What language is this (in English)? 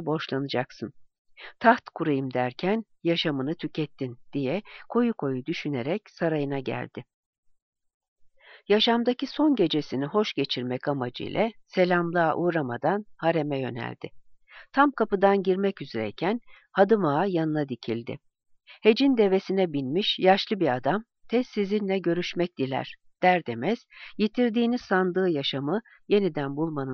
Turkish